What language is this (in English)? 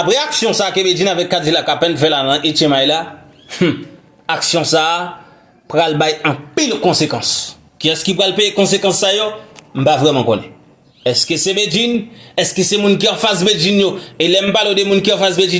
Haitian Creole